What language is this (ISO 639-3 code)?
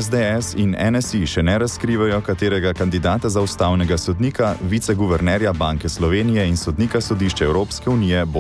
slv